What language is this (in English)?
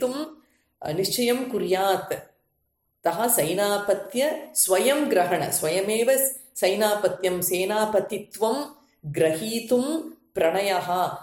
Sanskrit